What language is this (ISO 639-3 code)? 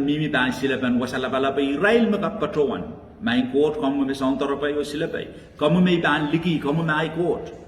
pon